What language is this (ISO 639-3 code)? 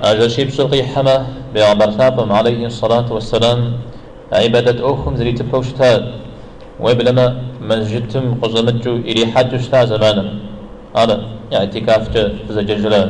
kbd